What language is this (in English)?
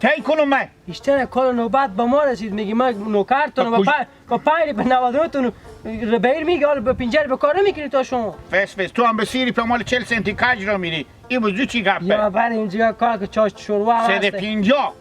Hazaragi